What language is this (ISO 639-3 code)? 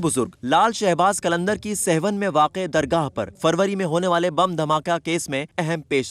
urd